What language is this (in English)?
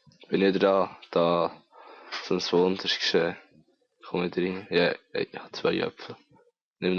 Swiss German